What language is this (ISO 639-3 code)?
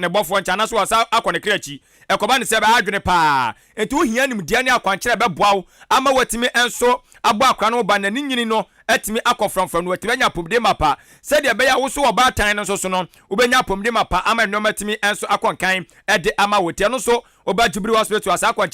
aka